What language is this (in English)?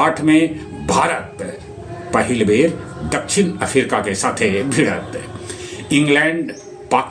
Magahi